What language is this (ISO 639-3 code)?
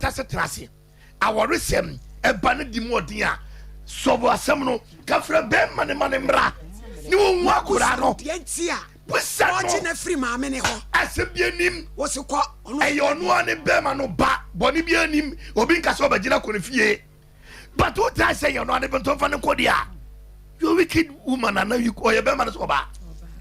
aka